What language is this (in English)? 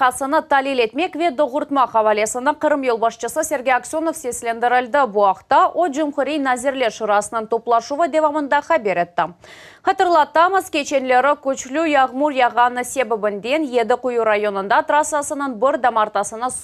Crimean Tatar